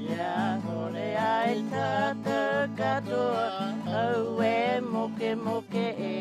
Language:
Māori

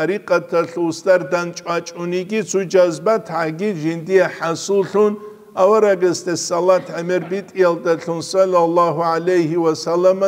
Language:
Avaric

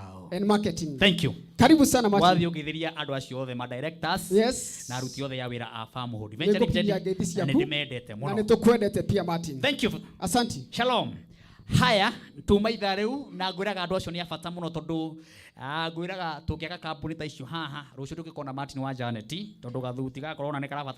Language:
Kikuyu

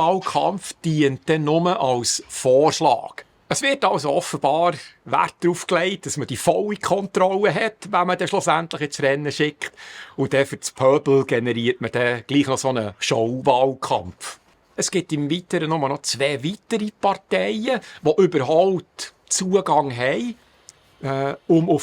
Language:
Swiss German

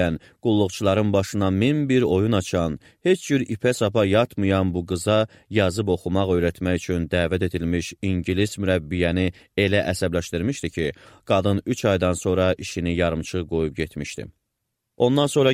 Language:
Azerbaijani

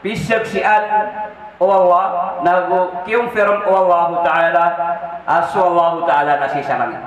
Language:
Maranao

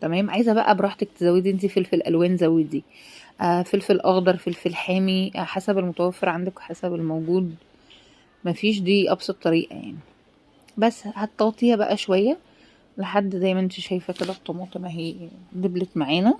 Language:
Egyptian Arabic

